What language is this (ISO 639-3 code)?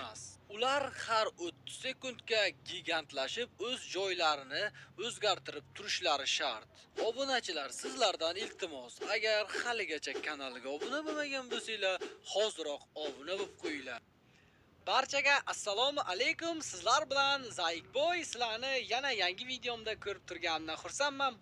uzb